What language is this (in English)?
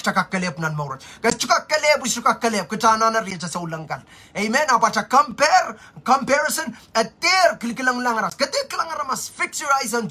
Pohnpeian